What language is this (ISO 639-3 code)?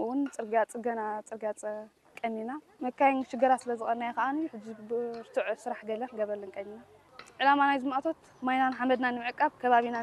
tir